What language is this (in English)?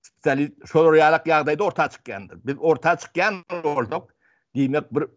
Turkmen